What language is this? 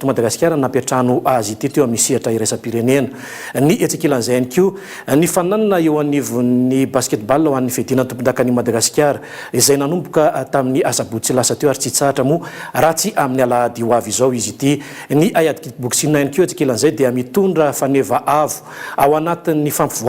Malagasy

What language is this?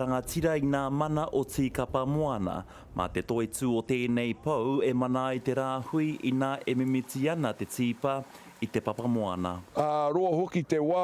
Māori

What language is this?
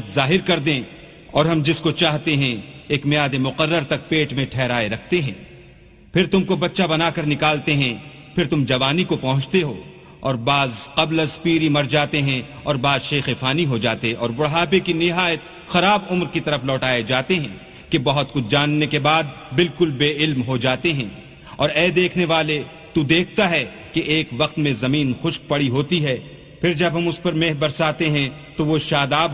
Urdu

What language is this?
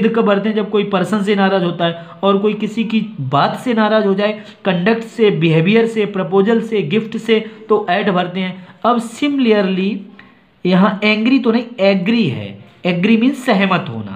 Hindi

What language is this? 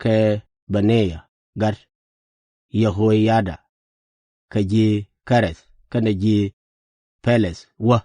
Nuer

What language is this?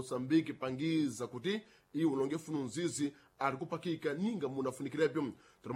Sena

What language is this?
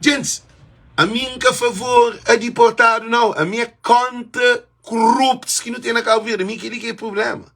Kabuverdianu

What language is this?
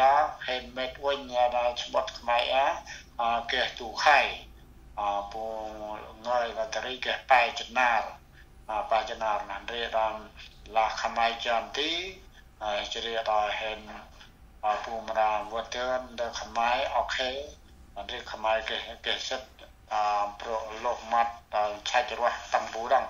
Central Mnong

